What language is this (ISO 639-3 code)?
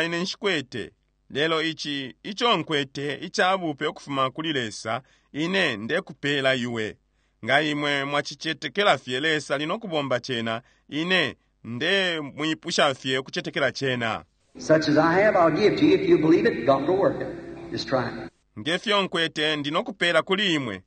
bem